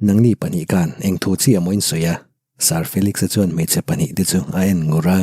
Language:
Mizo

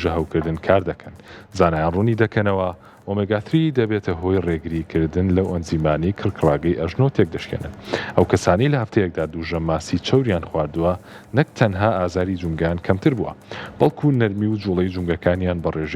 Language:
Central Kurdish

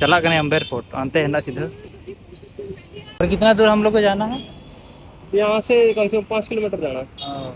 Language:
Santali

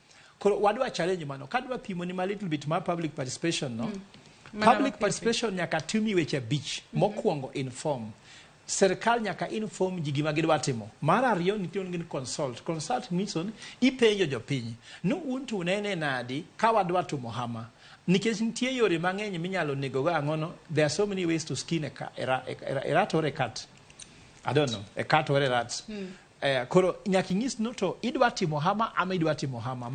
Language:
Luo (Kenya and Tanzania)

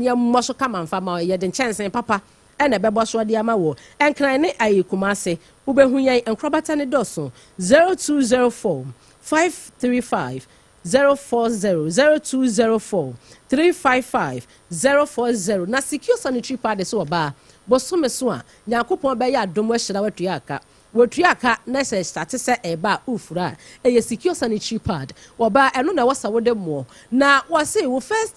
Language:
Akan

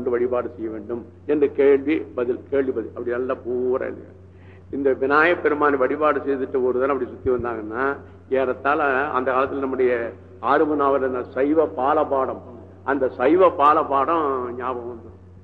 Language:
Tamil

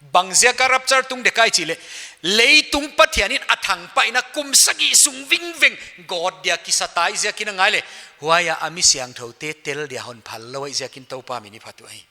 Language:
Paite Chin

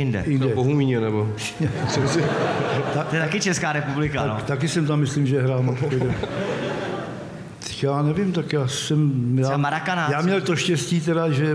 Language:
Czech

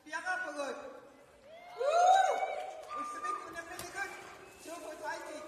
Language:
Kalaallisut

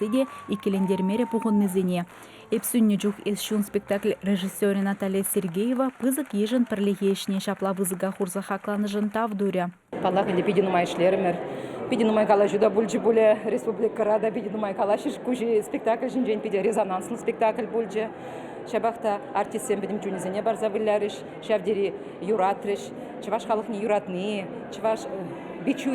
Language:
Chuvash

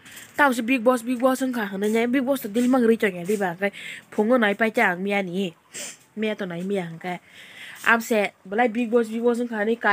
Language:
Kok Borok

